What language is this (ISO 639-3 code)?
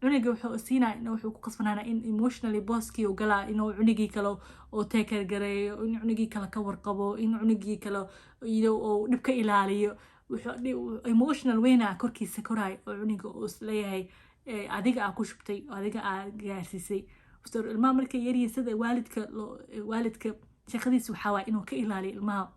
som